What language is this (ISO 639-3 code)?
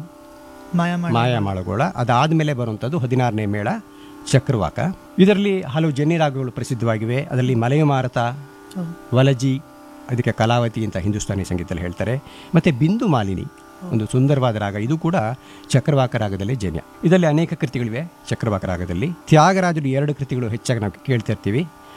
kan